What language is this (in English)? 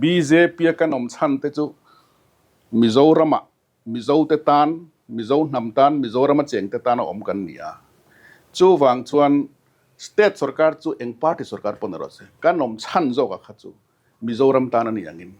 Mizo